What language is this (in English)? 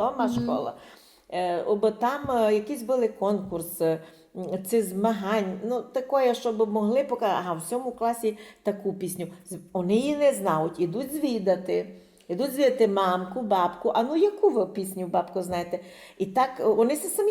Rusyn